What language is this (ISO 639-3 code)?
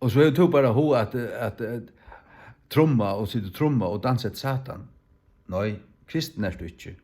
fao